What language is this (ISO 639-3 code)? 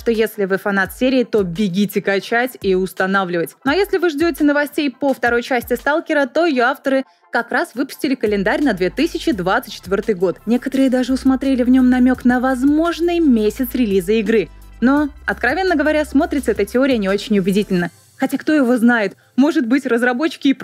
rus